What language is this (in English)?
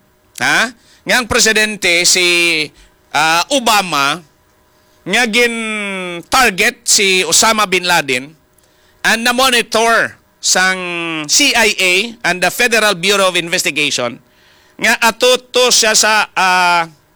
Hiligaynon